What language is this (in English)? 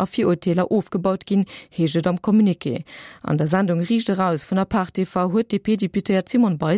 Luxembourgish